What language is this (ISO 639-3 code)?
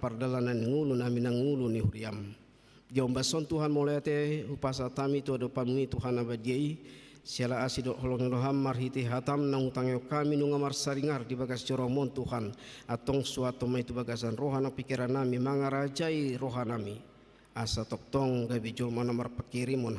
bbc